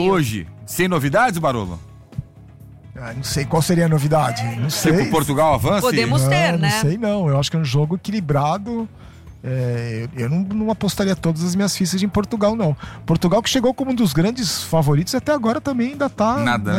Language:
Portuguese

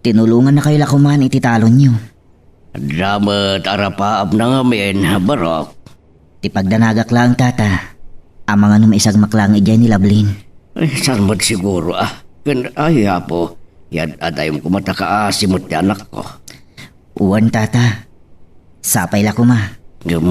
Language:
Iloko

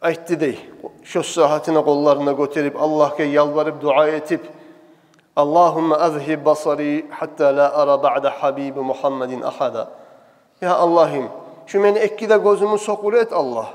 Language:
Kumyk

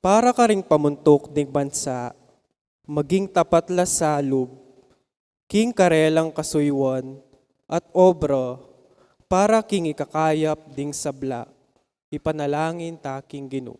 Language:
Pampanga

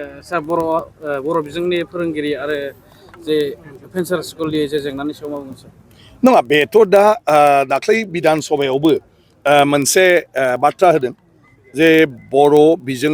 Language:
Bodo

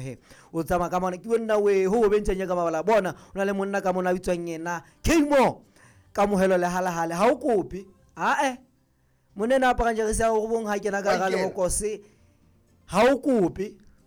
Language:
Southern Sotho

